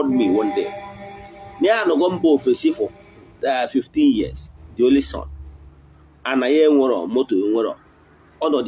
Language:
Igbo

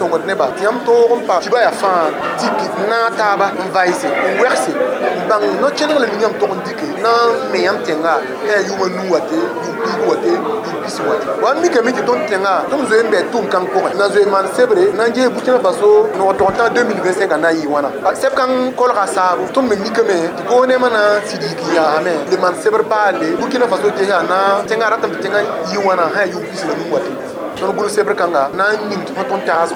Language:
Mossi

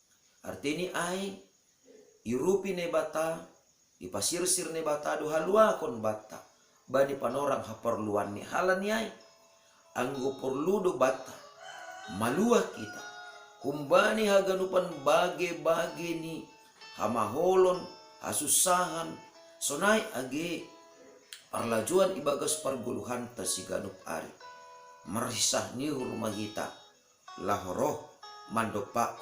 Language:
Batak Simalungun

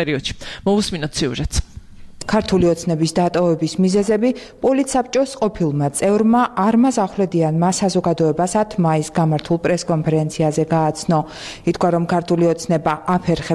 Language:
Georgian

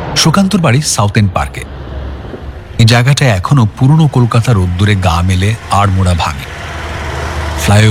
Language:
Bangla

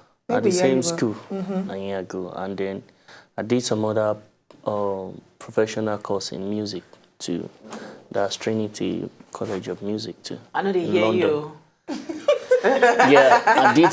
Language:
Nigerian Pidgin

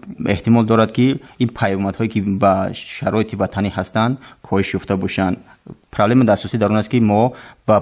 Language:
Tajik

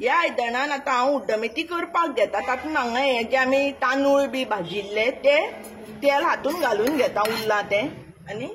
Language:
Konkani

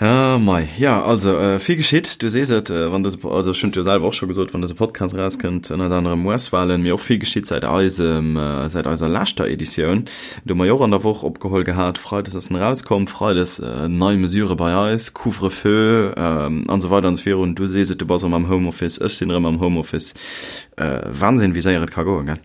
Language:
Luxembourgish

